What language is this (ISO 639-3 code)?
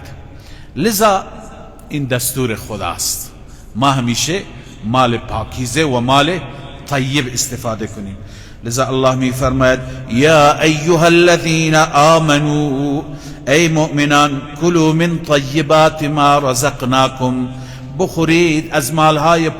fas